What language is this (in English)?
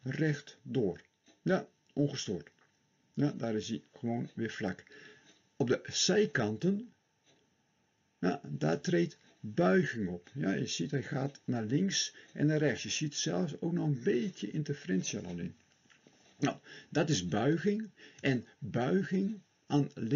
Dutch